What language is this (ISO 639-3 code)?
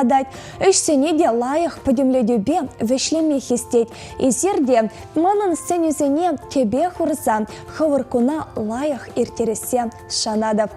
chv